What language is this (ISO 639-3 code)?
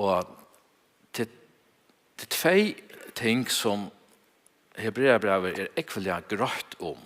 fao